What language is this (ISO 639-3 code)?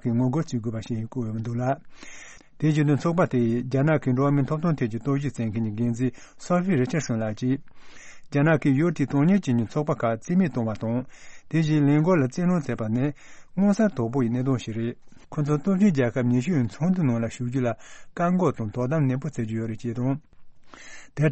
bod